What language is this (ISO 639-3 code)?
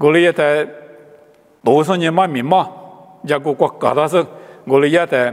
lis